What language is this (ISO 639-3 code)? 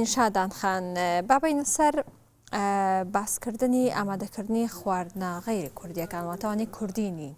ckb